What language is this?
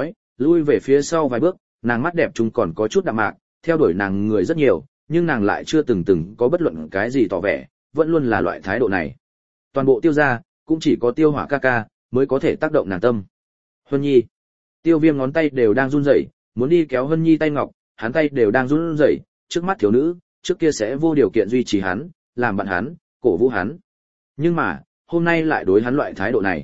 Vietnamese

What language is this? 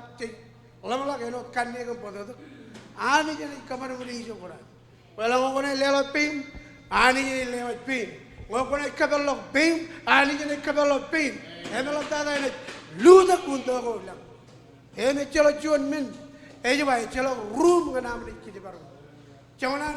Marshallese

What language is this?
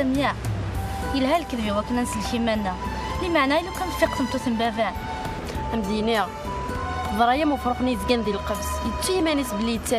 Kabyle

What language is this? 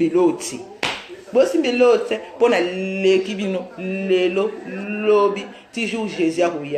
Lingala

